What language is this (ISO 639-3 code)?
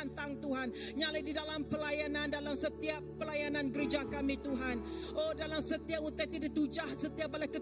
iba